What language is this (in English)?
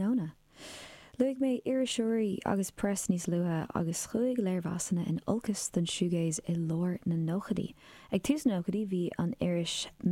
Irish